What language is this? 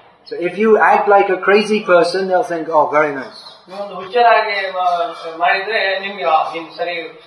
Kannada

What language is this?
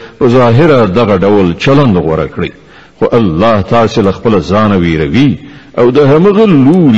Pashto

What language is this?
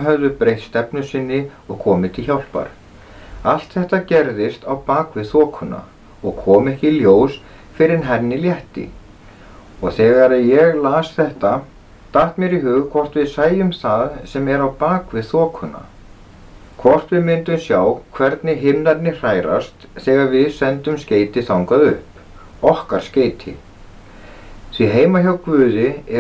Icelandic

